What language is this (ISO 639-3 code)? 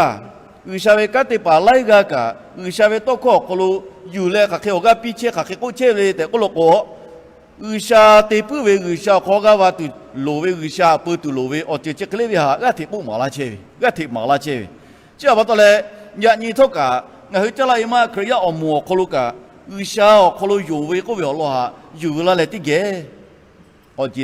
lhu